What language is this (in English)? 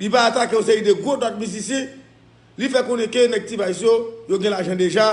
Haitian Creole